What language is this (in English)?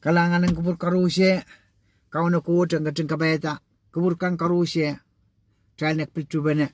Pohnpeian